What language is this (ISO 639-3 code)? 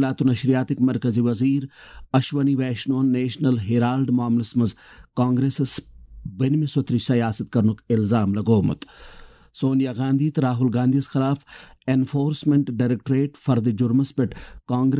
kas